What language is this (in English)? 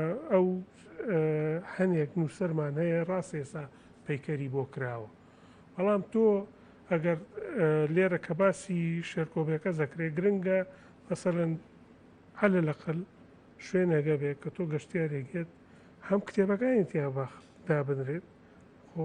Central Kurdish